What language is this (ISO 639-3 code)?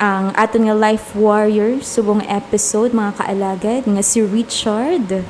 hil